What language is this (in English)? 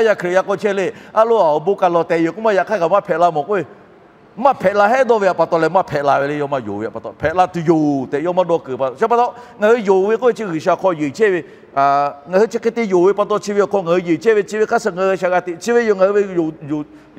Lahu